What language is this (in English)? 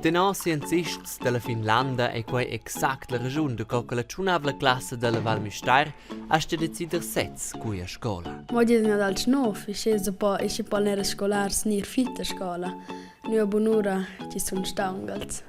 Romansh